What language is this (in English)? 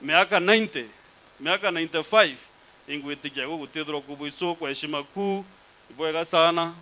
Meru